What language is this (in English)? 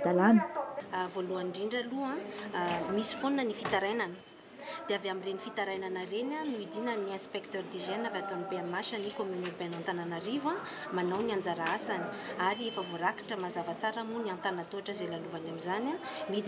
Malagasy